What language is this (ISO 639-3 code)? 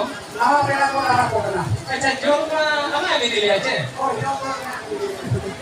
sat